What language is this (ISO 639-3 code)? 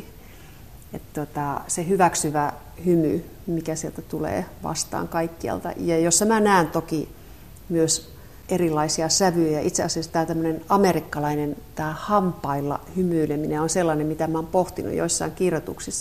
fin